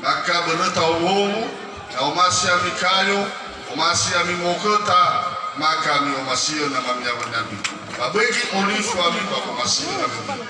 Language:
Nias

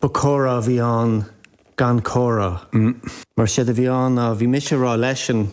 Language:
Irish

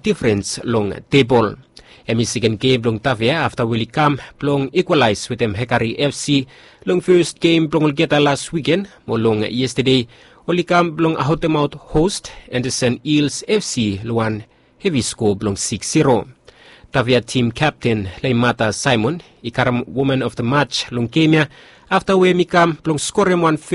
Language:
Bislama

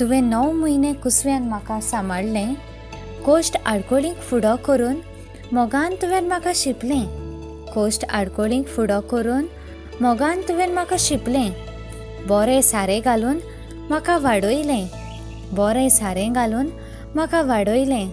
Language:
Konkani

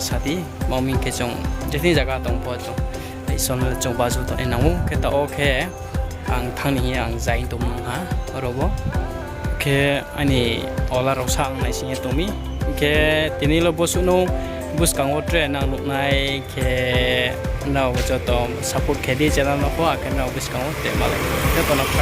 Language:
Riang (India)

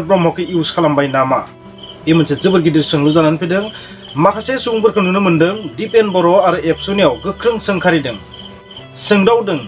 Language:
Bodo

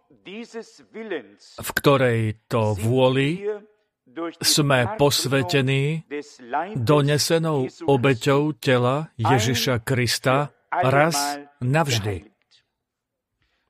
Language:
Slovak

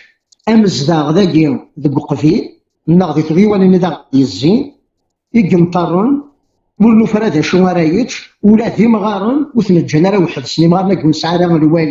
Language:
Kabyle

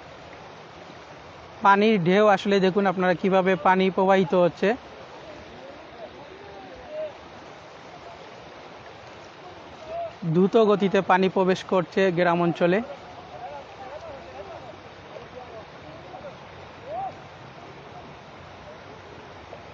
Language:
Bangla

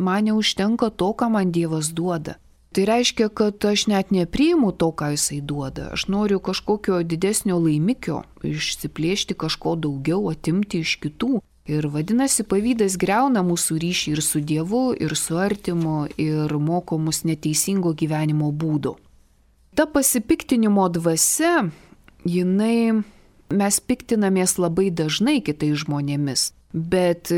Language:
Lithuanian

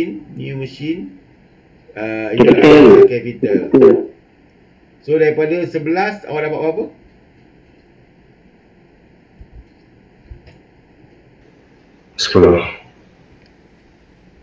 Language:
Malay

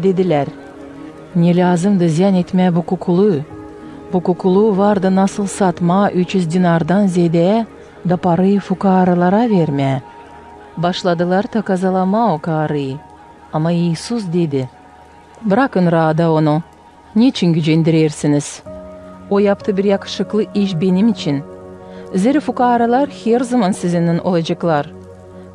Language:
Gagauz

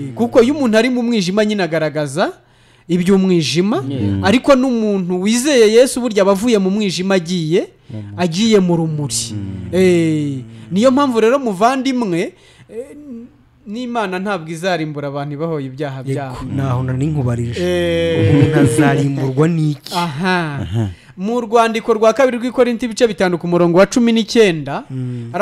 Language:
Kinyarwanda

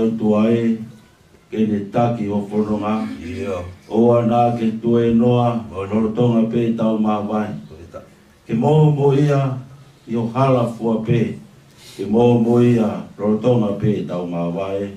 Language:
Tongan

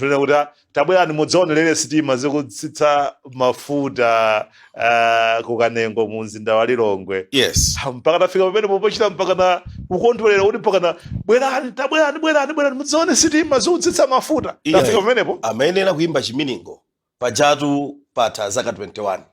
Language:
Nyanja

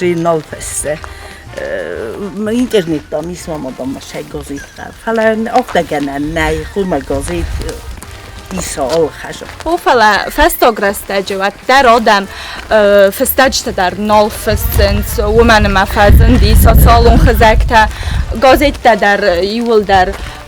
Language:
Ossetic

